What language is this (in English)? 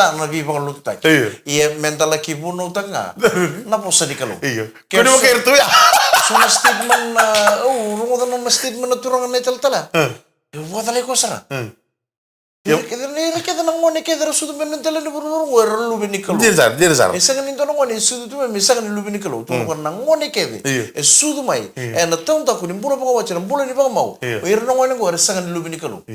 Fijian